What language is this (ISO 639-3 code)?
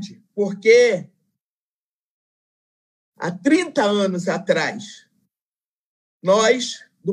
por